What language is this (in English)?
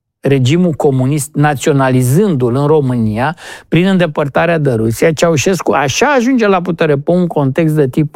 Romanian